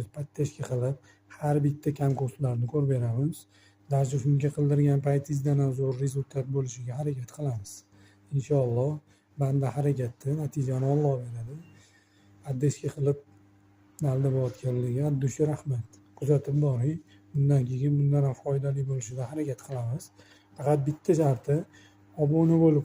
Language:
Uzbek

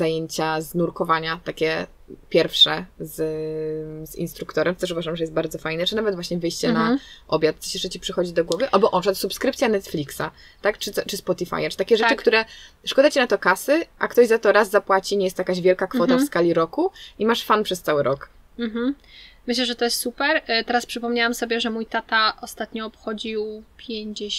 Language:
Polish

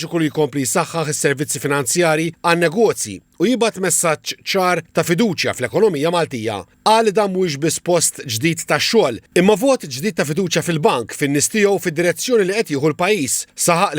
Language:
Maltese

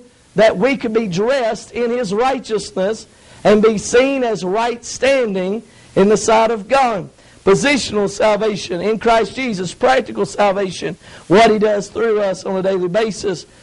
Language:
English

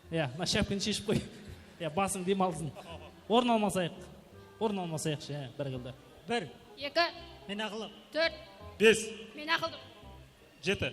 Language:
Kara-Kalpak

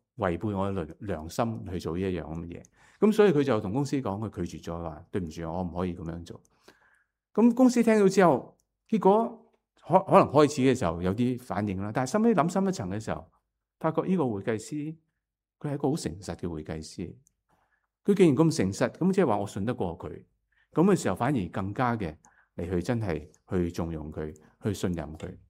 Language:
Cantonese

